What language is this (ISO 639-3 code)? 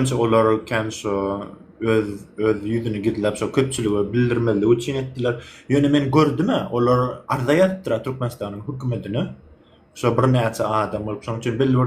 tuk